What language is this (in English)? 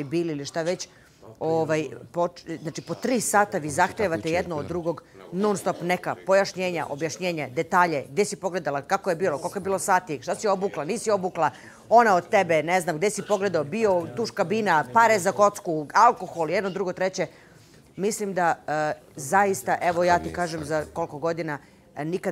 Serbian